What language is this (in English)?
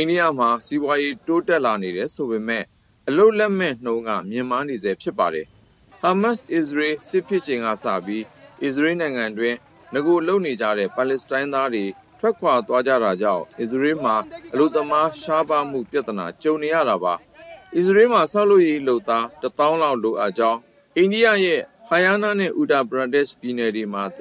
Burmese